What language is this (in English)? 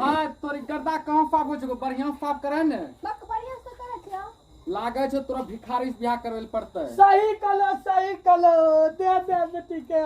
Maithili